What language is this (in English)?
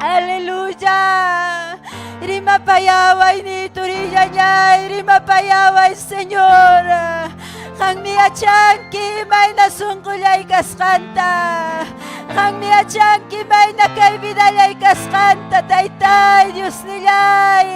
Ayacucho Quechua